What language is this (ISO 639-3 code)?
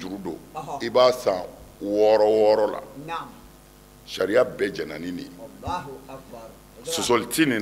bam